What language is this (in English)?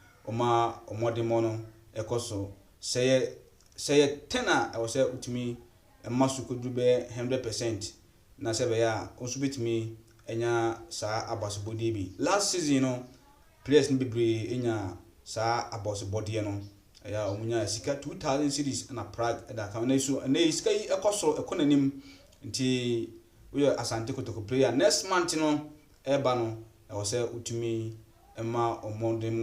Akan